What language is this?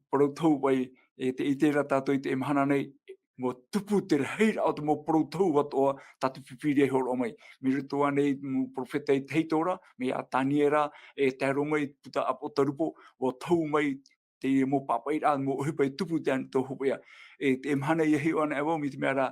Tahitian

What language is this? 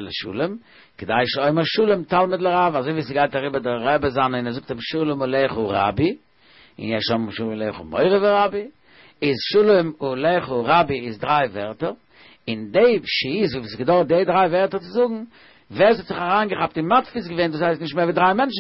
Yiddish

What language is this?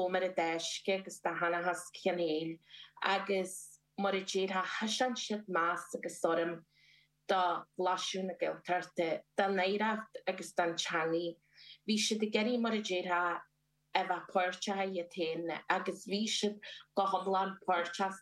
Irish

